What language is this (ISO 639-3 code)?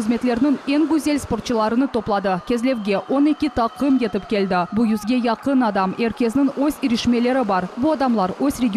crh